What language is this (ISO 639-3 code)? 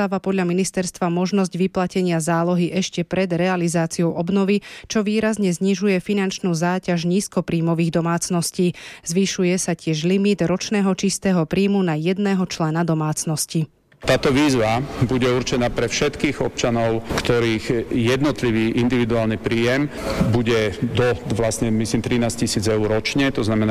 slk